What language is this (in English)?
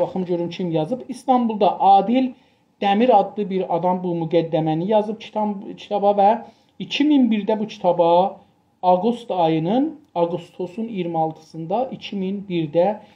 South Azerbaijani